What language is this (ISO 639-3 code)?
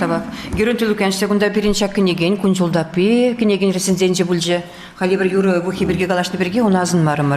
chv